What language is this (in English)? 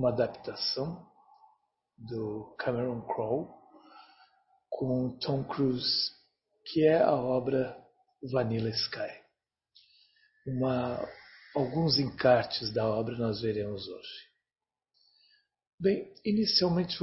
Portuguese